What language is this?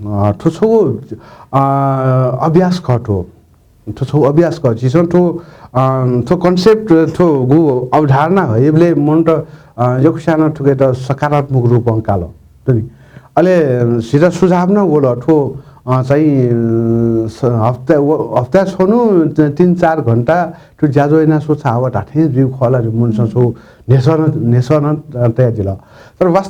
Newari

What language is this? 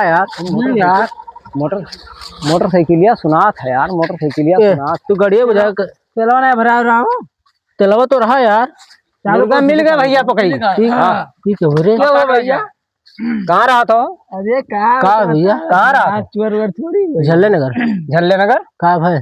Awadhi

